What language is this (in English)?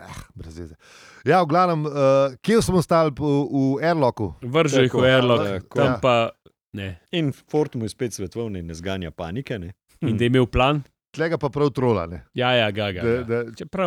Slovenian